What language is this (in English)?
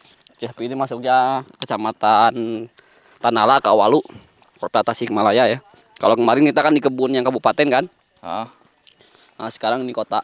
Indonesian